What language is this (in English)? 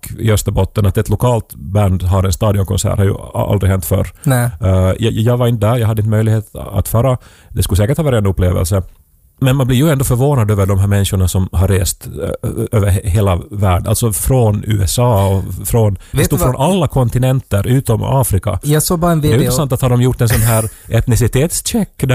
Swedish